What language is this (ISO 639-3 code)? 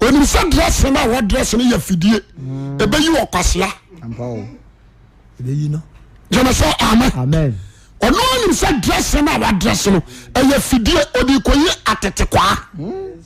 aka